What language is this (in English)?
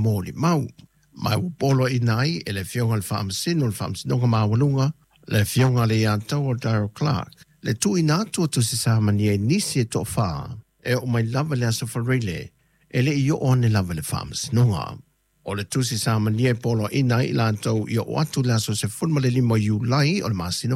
Samoan